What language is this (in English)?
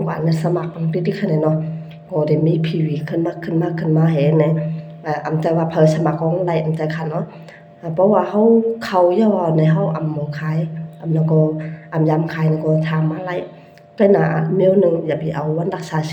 Shan